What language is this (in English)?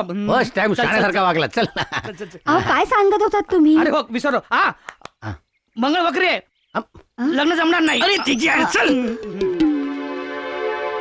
Marathi